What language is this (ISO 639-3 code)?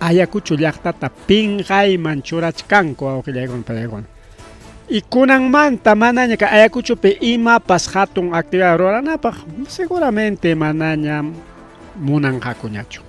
quy